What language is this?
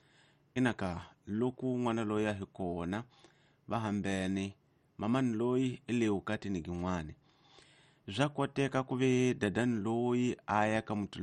Tsonga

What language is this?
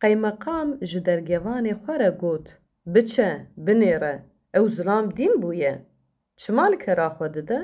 Kurdish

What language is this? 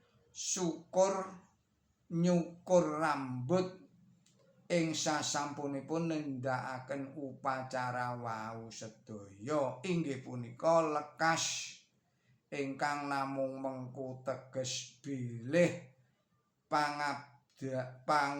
Javanese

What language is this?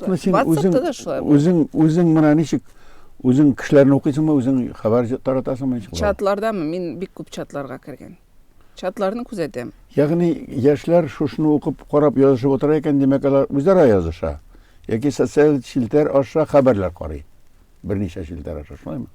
Tatar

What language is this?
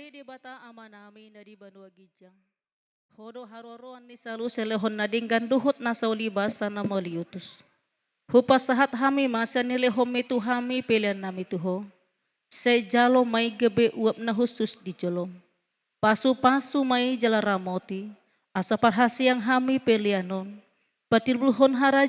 Batak Toba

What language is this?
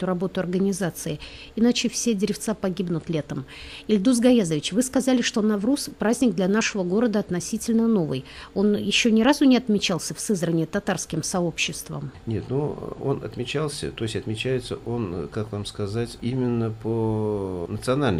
Russian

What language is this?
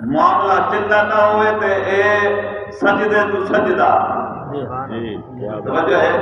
Saraiki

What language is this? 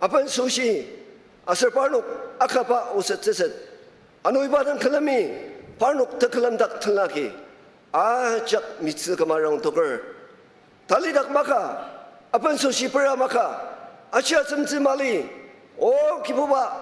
Ao Naga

